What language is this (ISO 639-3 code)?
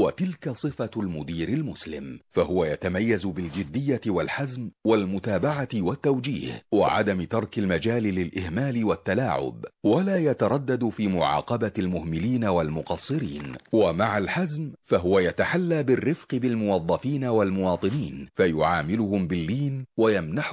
ara